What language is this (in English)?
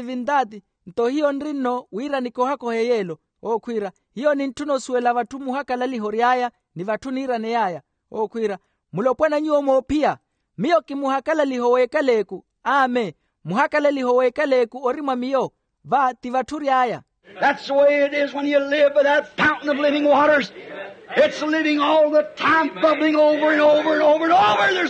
Makhuwa